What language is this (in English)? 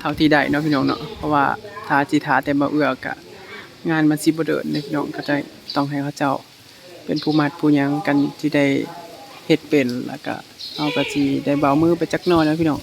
Northeastern Thai